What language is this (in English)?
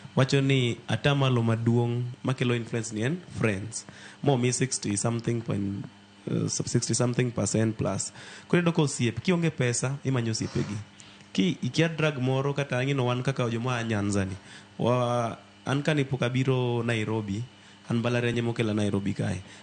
Luo (Kenya and Tanzania)